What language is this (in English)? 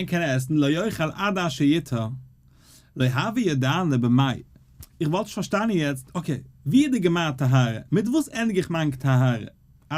Yiddish